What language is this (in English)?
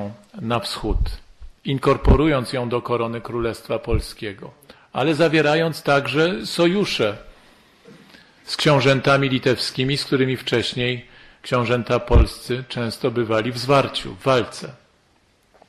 Polish